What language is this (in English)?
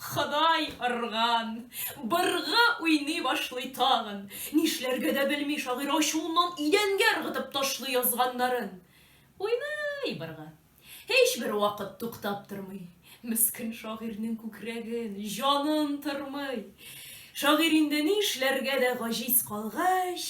Tatar